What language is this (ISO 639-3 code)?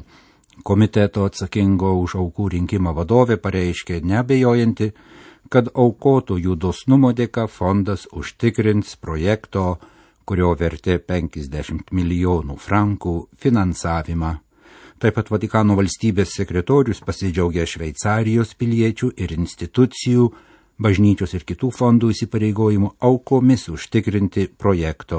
lit